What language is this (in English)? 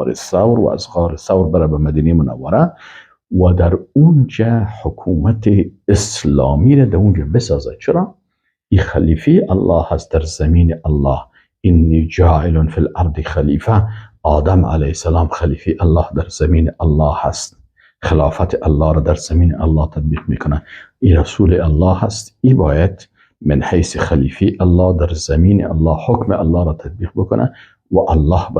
Persian